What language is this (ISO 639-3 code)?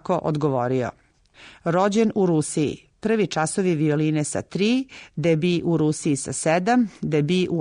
srp